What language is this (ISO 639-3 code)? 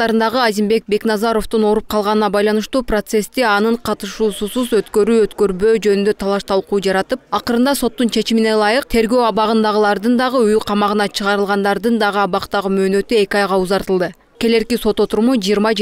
kir